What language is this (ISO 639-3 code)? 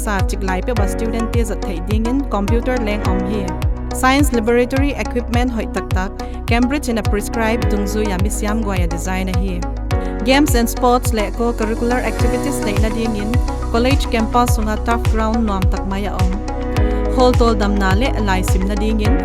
pck